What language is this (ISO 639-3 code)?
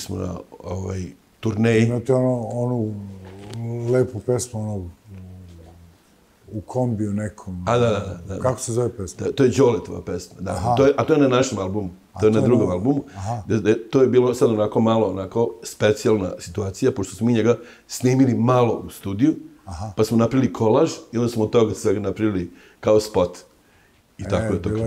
srp